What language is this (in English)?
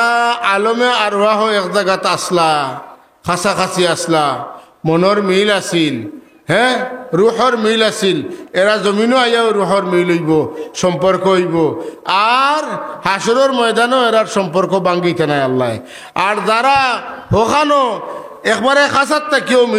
Sylheti